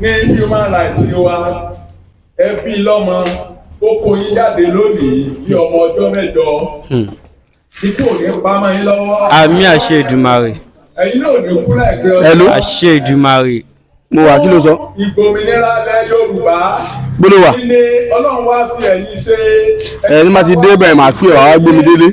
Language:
Yoruba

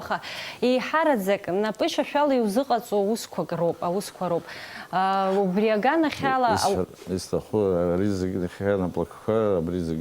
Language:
Abkhazian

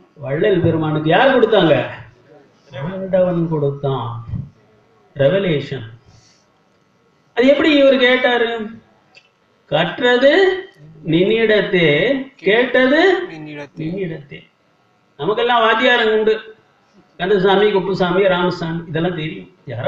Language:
Tamil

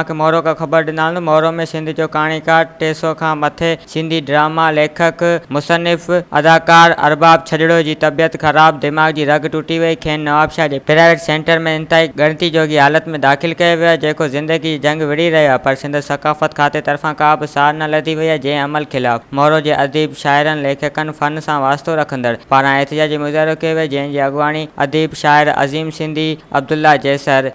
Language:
Sindhi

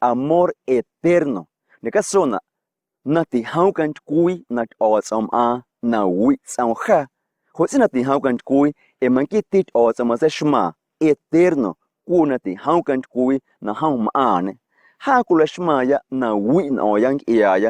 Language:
Guerrero Amuzgo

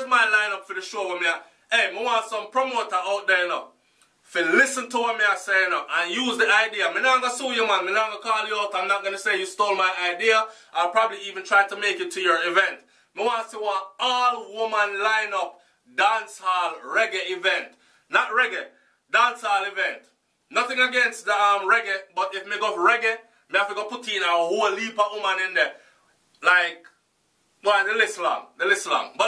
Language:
Jamaican Creole English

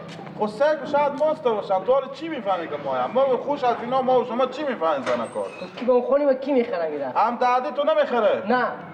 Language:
Persian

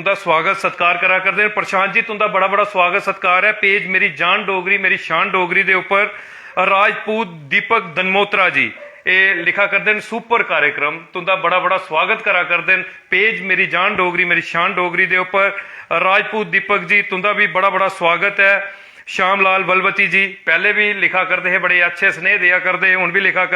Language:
Dogri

